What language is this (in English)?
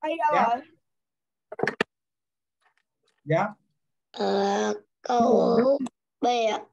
Vietnamese